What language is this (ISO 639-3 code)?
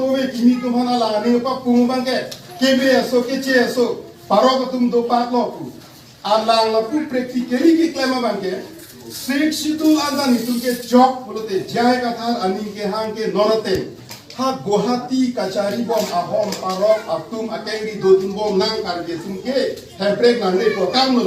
mjw